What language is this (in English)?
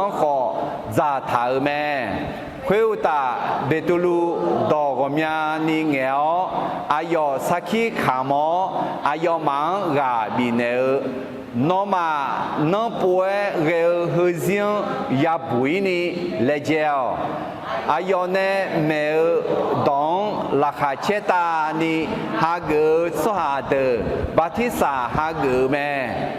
Akha